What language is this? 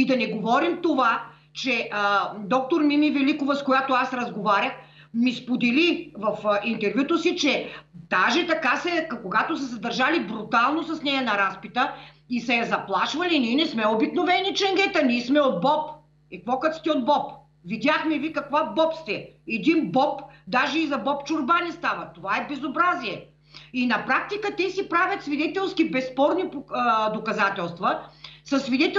Bulgarian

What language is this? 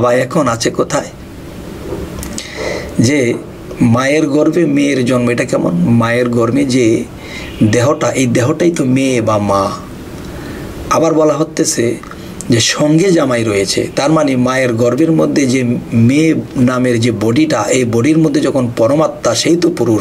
Bangla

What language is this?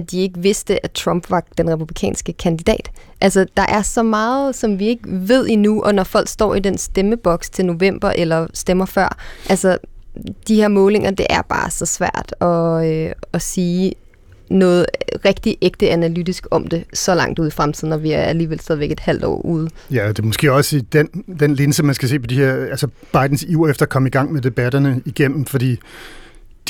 Danish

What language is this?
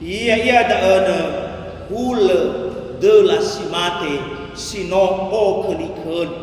Nias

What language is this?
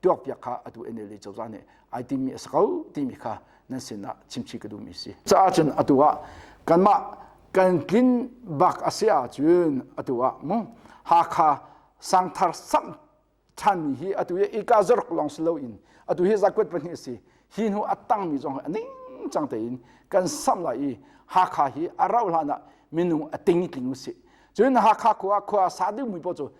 Hakha Chin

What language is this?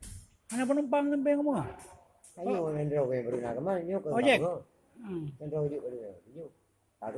Achinese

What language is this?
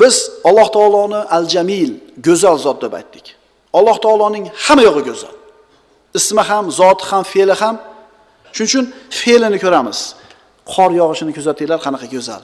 Uzbek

